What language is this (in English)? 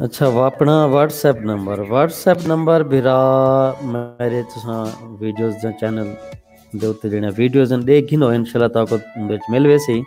Saraiki